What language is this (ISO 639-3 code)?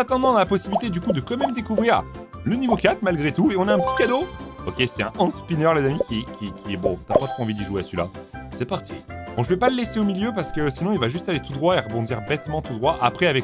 fra